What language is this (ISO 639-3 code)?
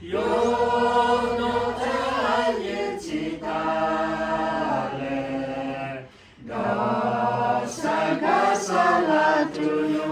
lhu